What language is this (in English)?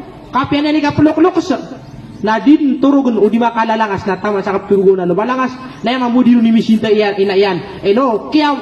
Maranao